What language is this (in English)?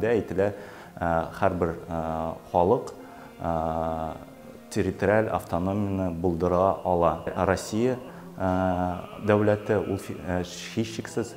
Tatar